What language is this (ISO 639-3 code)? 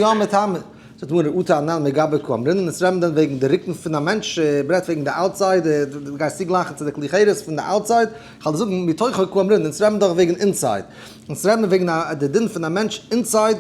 yid